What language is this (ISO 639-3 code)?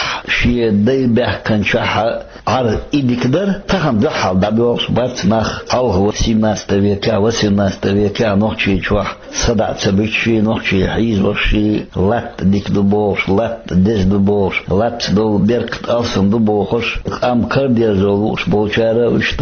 che